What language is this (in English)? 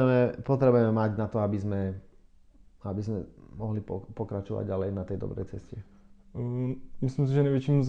Slovak